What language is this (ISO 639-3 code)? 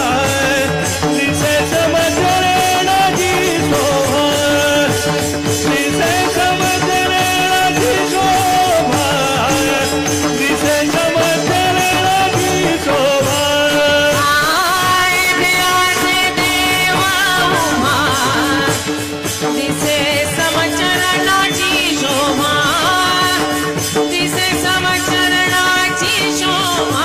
mar